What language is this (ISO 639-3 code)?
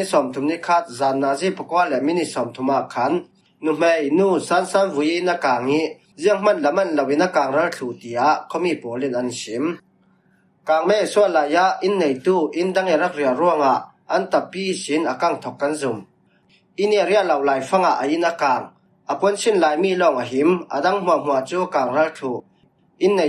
cfm